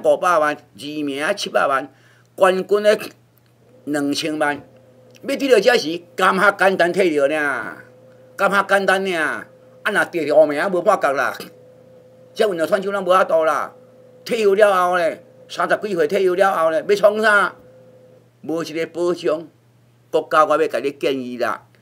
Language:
Min Nan Chinese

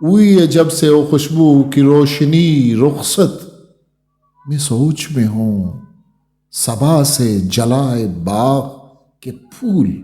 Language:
Eastern Balochi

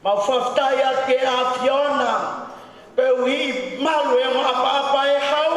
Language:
Tongan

